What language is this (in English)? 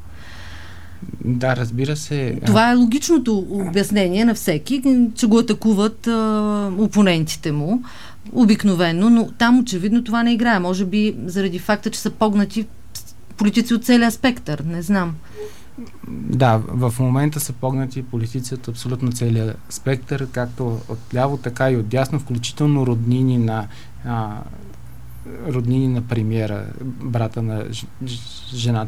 Bulgarian